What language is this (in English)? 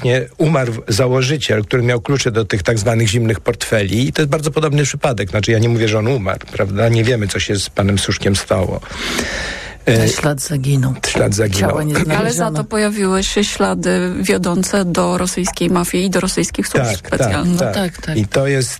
Polish